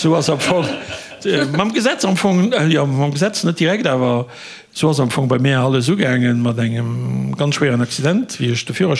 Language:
Luxembourgish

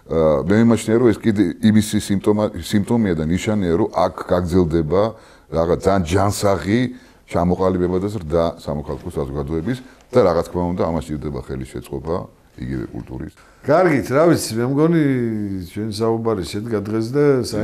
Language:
Georgian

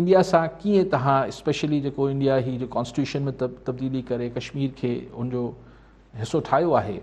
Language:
Sindhi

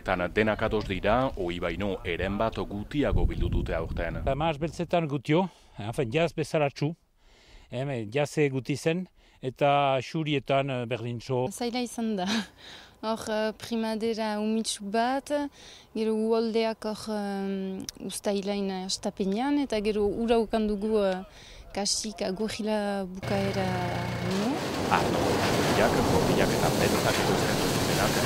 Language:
Basque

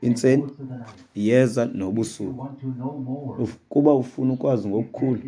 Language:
Xhosa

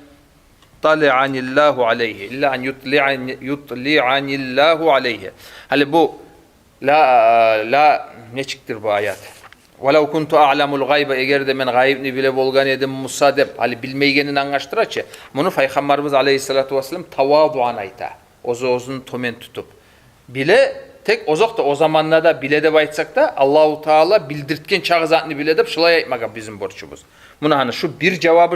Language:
Kumyk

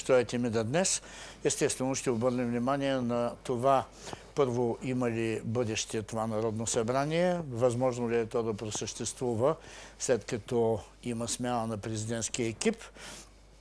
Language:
Bulgarian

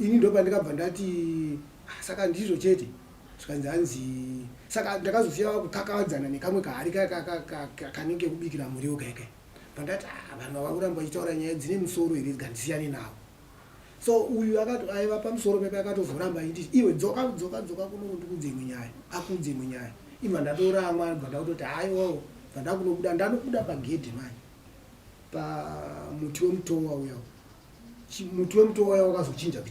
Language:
Shona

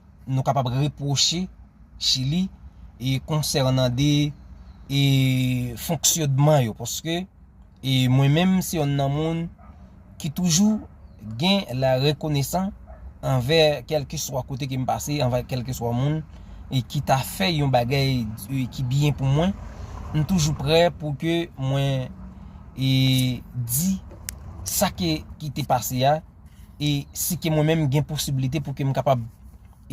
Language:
Haitian Creole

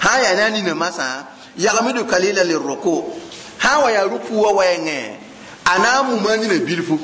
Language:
Mossi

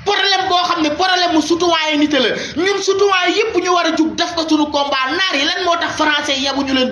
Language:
Wolof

